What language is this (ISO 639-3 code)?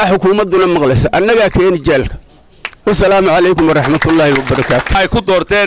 som